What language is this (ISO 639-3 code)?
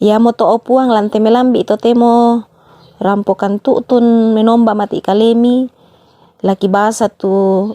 sda